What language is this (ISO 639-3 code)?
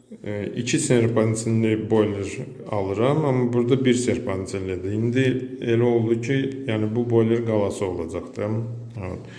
aze